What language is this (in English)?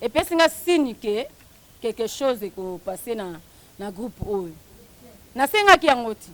Lingala